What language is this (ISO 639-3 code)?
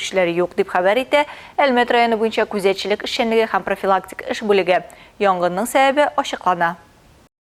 tat